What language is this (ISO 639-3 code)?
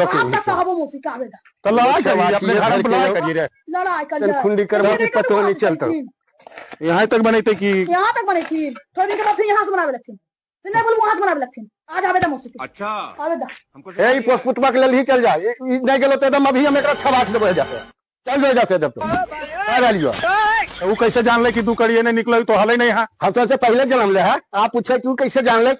mag